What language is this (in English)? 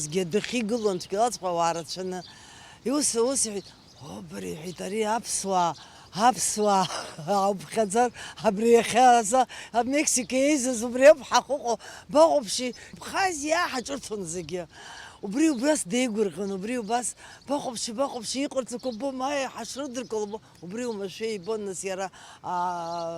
Abkhazian